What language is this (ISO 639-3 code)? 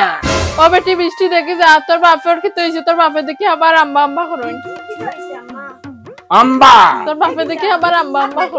syl